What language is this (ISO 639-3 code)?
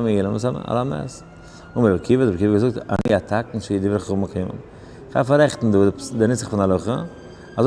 yid